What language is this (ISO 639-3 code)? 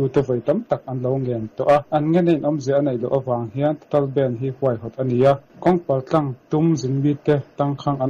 lus